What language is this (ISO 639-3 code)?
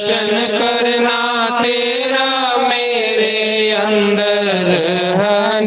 doi